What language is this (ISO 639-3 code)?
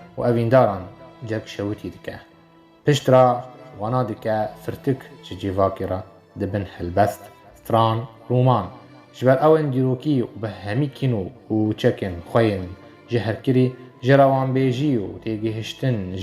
kur